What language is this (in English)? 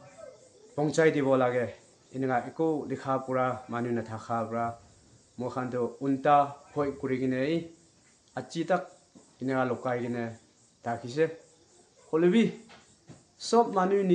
Naga Pidgin